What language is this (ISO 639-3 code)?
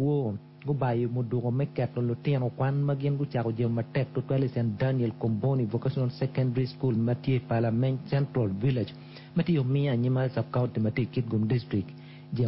ach